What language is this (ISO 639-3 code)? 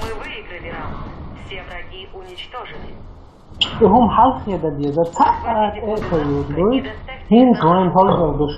che